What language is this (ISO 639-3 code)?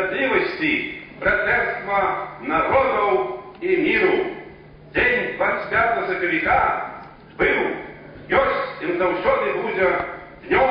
bel